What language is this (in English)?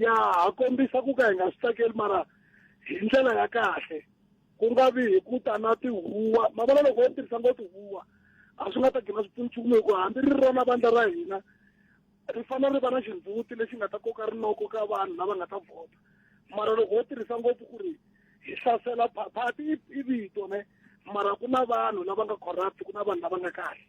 Tsonga